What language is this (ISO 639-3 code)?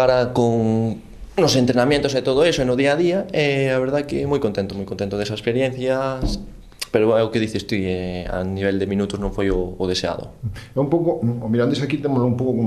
glg